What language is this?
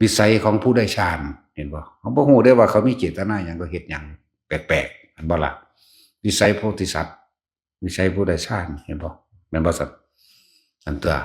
Northeastern Thai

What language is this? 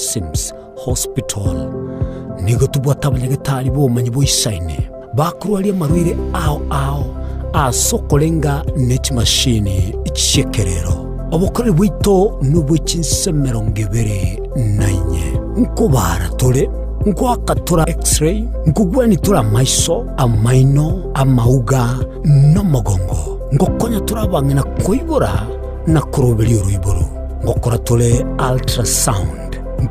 Gusii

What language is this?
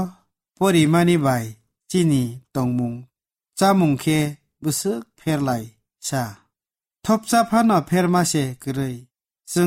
Kok Borok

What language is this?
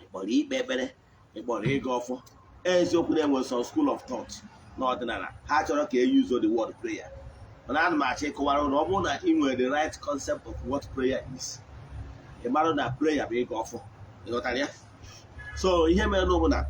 Igbo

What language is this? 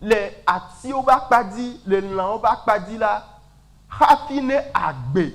Ewe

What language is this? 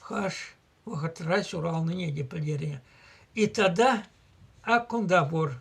Chuvash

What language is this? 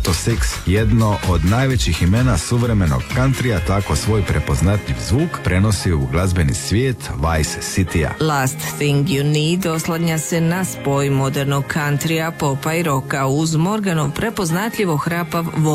Croatian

